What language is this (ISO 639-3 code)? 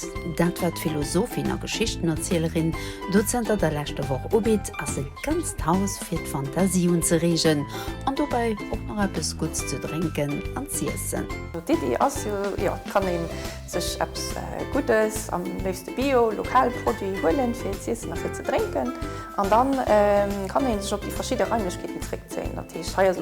ltz